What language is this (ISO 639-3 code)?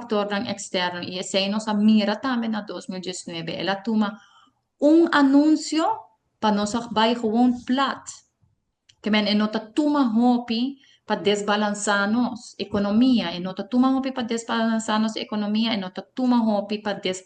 pap